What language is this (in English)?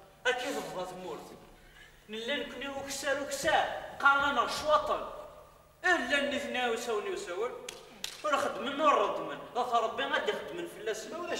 Kabyle